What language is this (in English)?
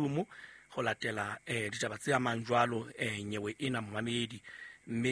Southern Sotho